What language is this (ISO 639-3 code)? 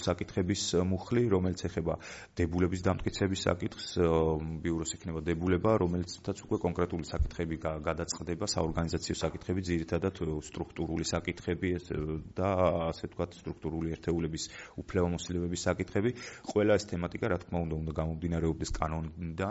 kat